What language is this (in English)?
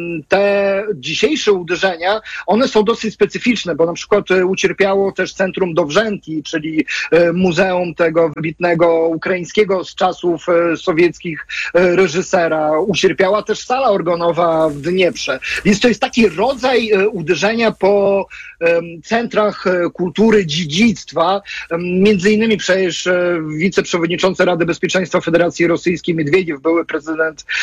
Polish